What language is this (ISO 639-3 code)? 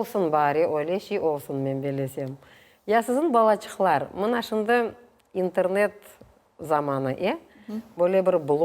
crh